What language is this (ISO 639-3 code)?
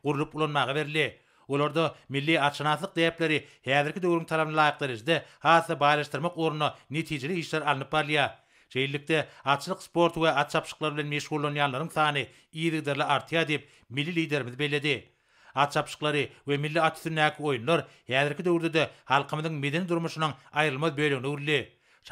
tuk